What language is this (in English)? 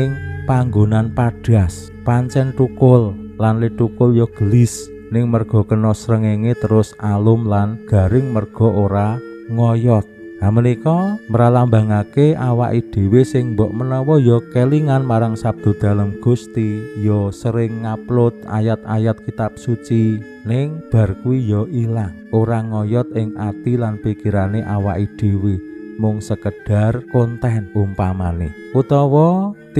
Javanese